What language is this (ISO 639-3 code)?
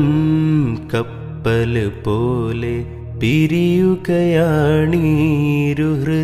mal